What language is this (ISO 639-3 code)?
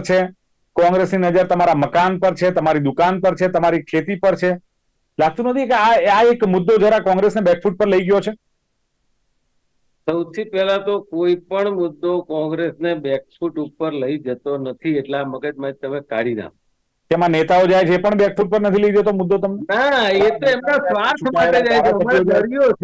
guj